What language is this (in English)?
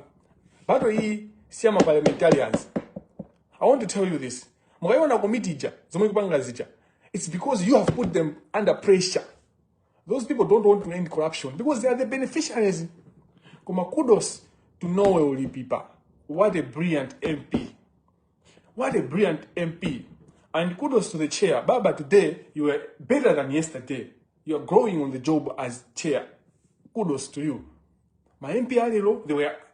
Nyanja